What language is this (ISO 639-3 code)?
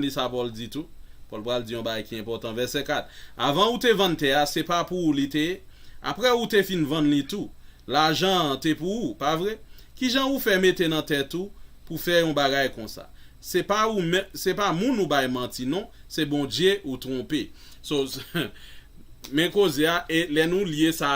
hat